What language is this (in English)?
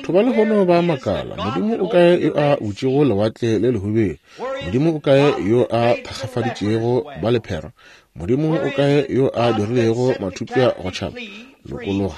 Northern Sotho